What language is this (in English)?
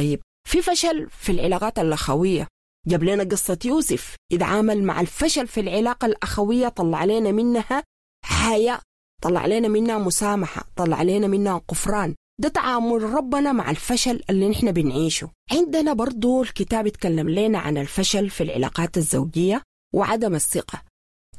Sudanese Arabic